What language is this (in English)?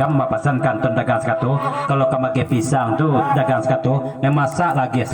Minangkabau